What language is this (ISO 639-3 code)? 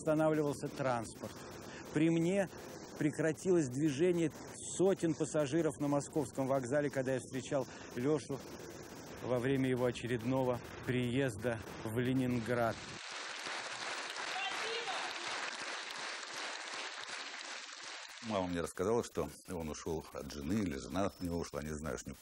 rus